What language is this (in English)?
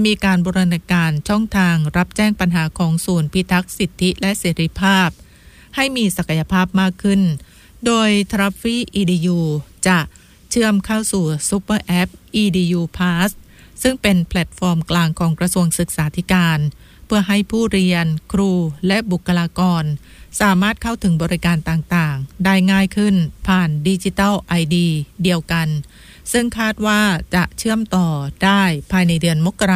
Thai